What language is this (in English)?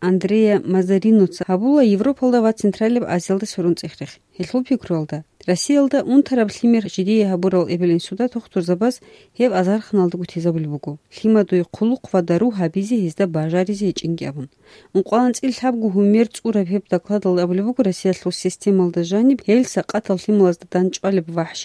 Avaric